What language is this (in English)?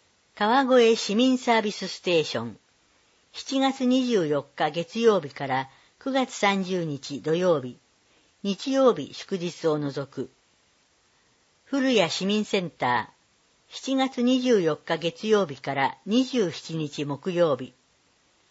Japanese